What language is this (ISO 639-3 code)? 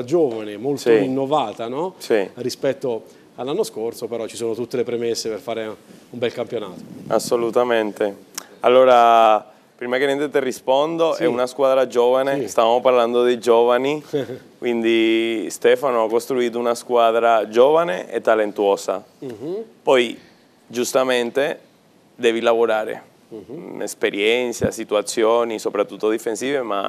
ita